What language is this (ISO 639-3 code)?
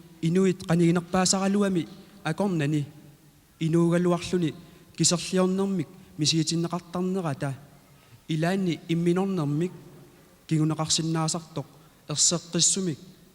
kal